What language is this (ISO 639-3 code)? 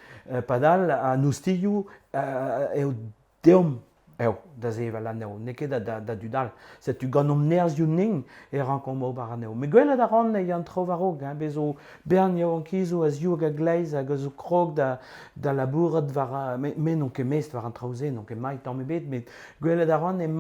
bre